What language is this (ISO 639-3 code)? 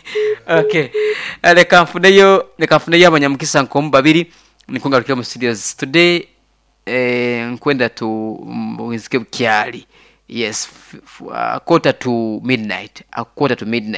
nyo